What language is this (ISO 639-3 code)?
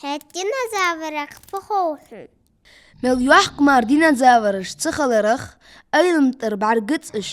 inh